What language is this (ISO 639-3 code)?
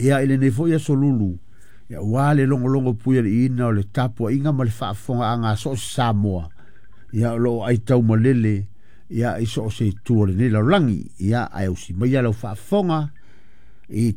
smo